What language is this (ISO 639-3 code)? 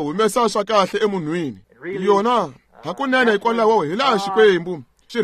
tso